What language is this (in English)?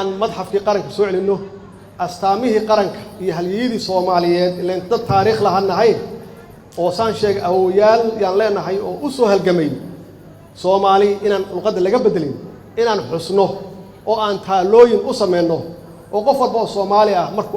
Somali